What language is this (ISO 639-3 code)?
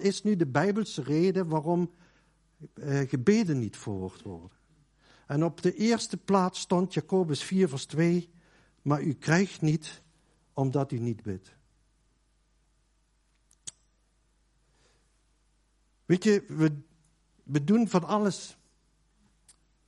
nld